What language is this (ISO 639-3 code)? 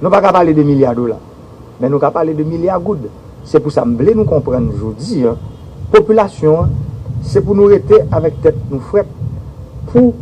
hat